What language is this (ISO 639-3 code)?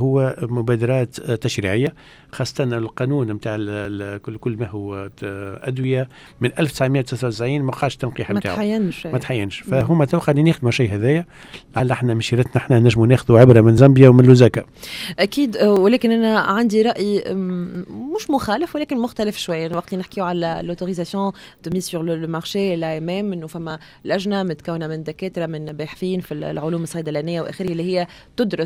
aeb